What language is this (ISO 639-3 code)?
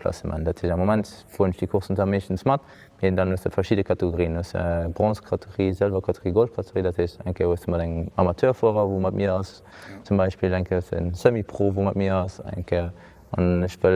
ltz